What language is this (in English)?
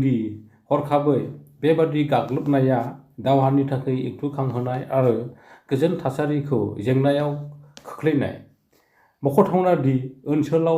Bodo